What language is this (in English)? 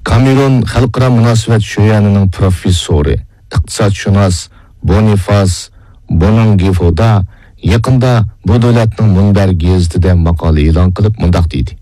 Uyghur